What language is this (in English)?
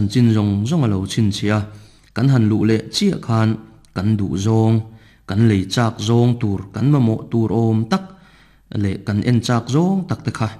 Mizo